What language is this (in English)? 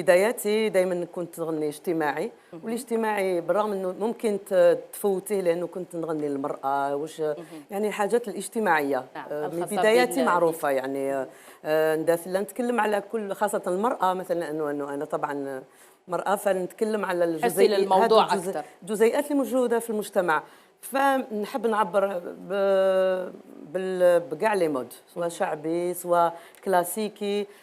Algerian Arabic